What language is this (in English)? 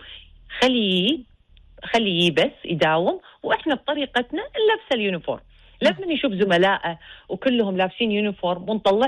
Gulf Arabic